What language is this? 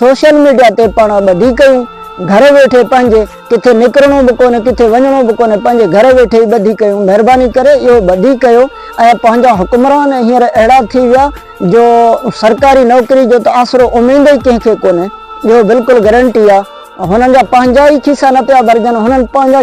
Sindhi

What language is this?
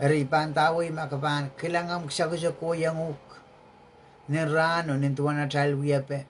Pohnpeian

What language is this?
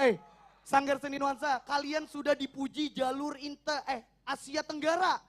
Banjar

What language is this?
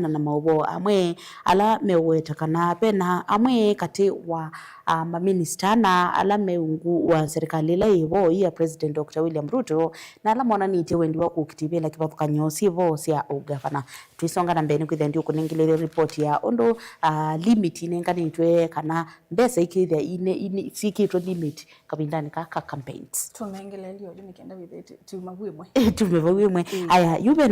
Kamba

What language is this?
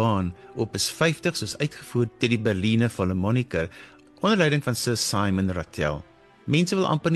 Afrikaans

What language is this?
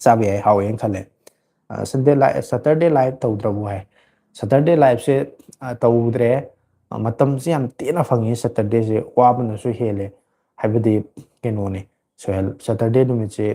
Manipuri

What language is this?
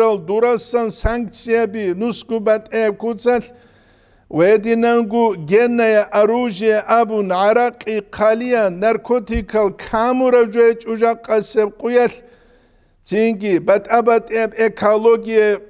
Avaric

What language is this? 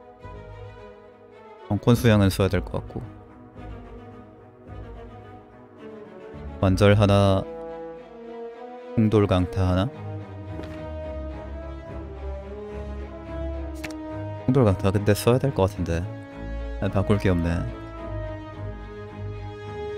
Korean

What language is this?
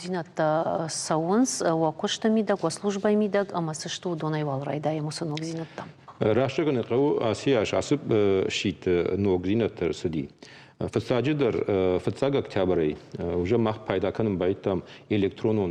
Ossetic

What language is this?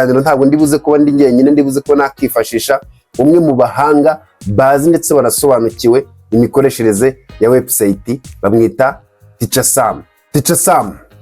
Kinyarwanda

